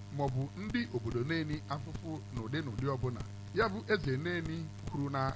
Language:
Igbo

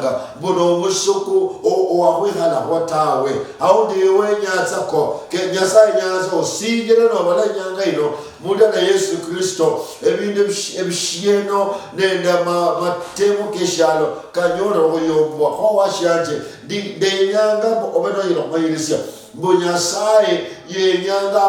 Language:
Luyia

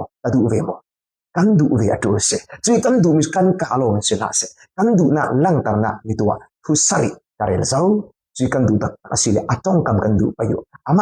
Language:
Falam Chin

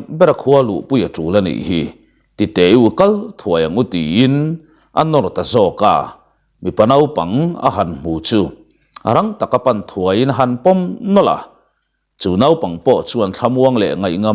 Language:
Mizo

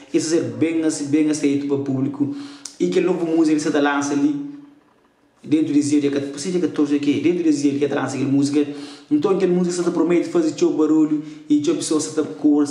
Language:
Kabuverdianu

